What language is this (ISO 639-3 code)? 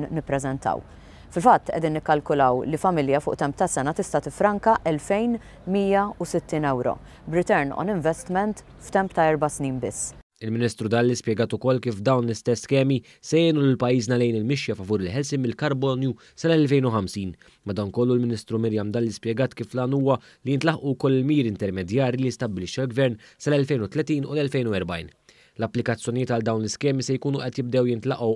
mlt